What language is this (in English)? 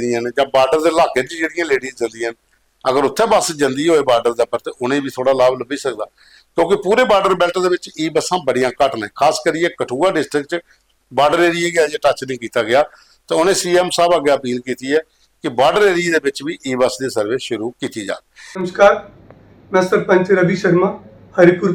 Dogri